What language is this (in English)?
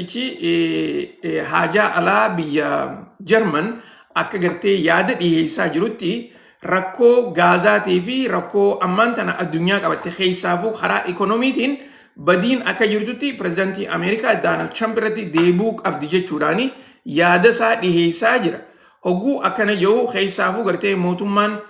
Oromo